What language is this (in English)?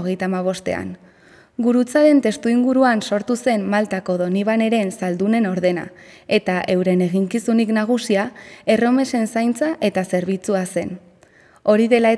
Basque